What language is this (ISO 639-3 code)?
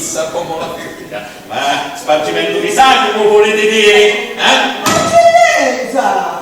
scn